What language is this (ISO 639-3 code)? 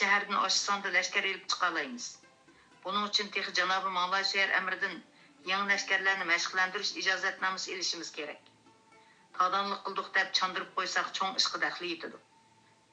uig